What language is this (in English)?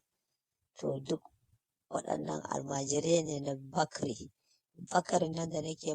Hausa